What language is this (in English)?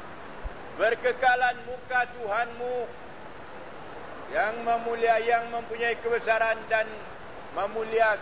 Malay